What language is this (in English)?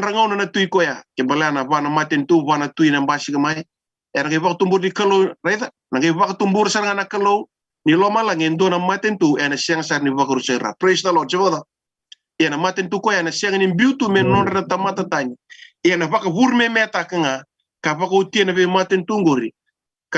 Fijian